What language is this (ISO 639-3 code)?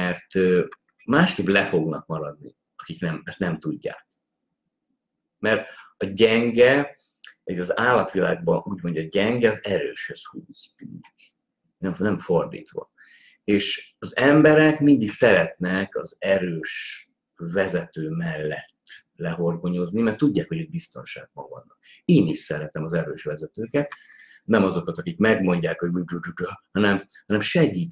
hun